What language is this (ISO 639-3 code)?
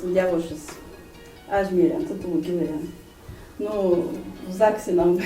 inh